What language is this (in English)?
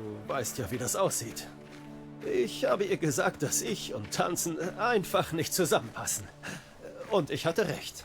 Swiss German